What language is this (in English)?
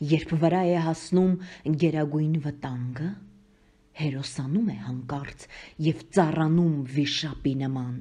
Armenian